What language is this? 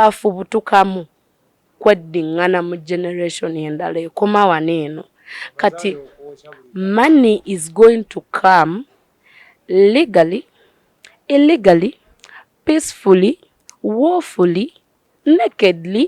Ganda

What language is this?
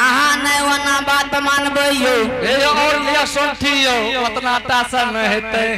Angika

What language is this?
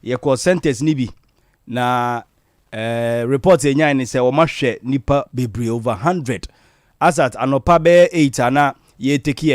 Akan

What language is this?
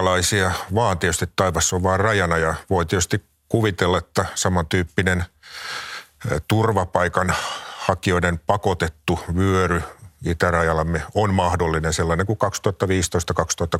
Finnish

